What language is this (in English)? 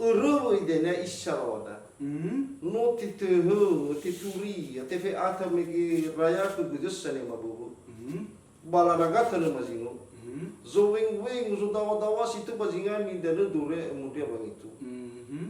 Nias